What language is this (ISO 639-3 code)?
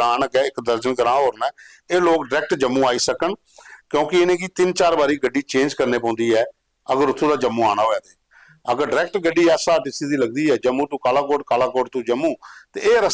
doi